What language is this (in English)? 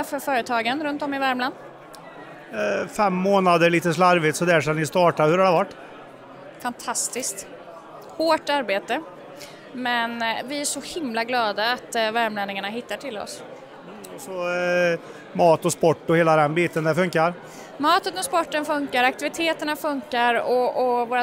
Swedish